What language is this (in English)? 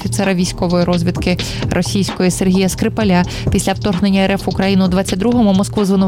Ukrainian